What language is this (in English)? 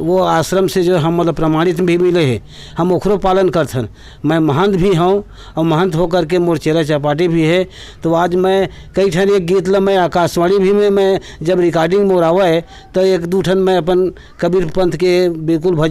Chhattisgarhi